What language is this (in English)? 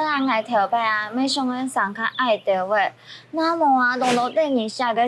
Hakka Chinese